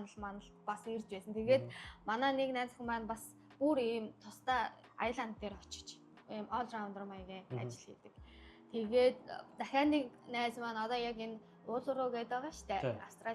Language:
Mongolian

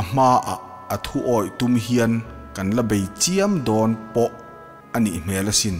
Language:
Mizo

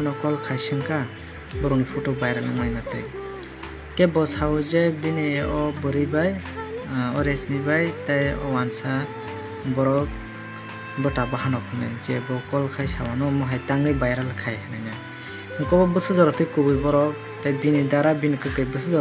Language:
Kok Borok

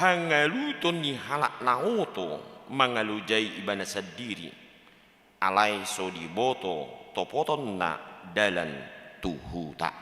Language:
Batak Toba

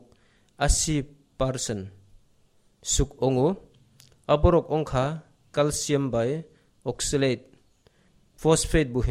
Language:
Kok Borok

